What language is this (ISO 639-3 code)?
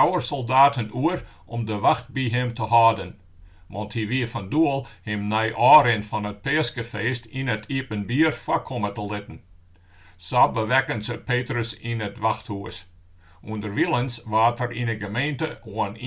fry